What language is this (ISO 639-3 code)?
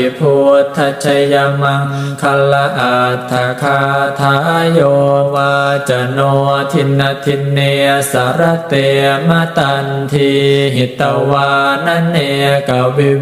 pli